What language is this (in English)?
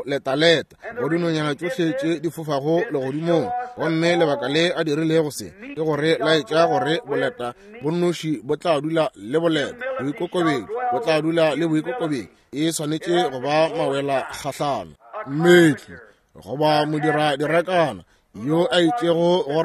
Northern Sotho